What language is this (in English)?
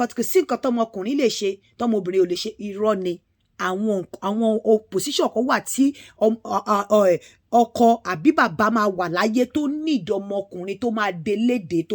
Yoruba